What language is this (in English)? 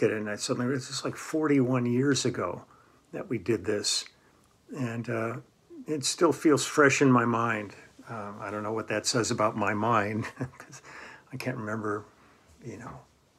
English